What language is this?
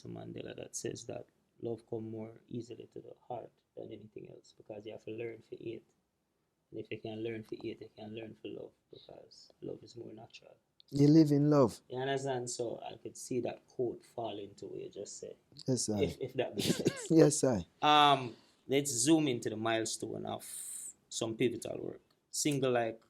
Jamaican Creole English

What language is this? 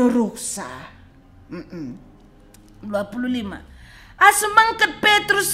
Batak Karo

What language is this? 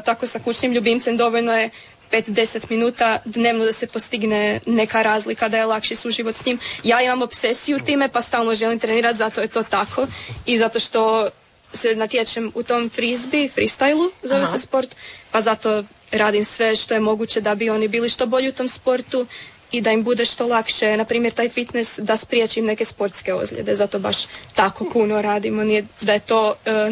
Croatian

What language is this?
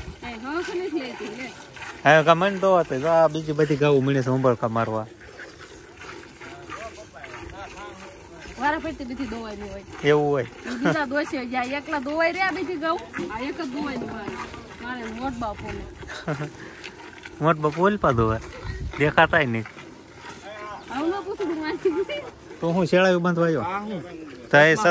Gujarati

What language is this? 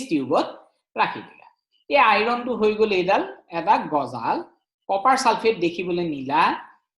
Assamese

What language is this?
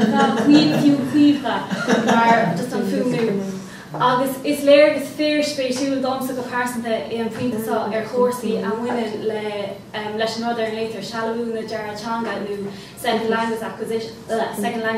Irish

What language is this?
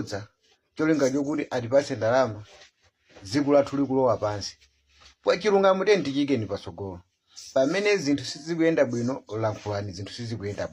Nyanja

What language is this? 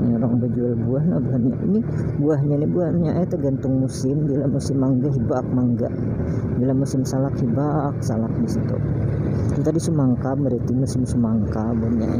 Banjar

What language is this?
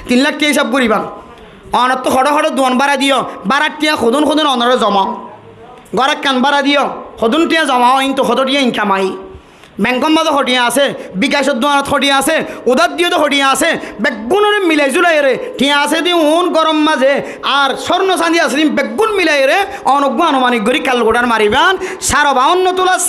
Rohingya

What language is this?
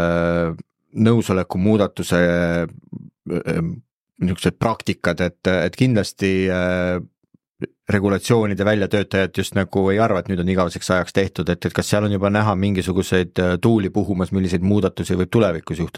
Estonian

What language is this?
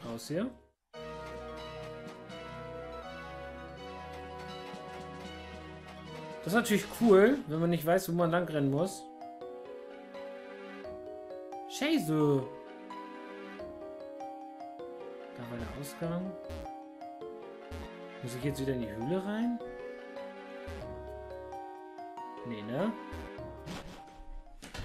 German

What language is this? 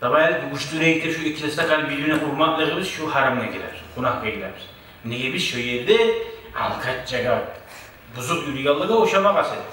Kumyk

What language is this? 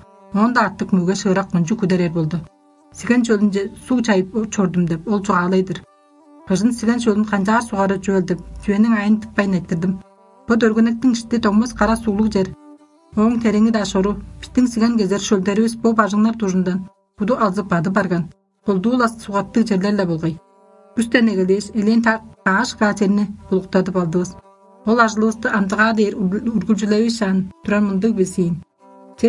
Tuvinian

